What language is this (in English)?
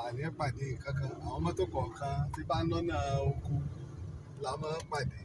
Yoruba